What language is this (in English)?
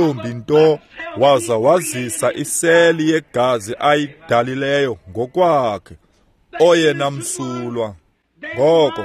Xhosa